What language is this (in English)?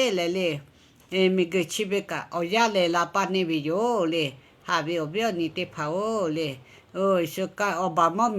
Lahu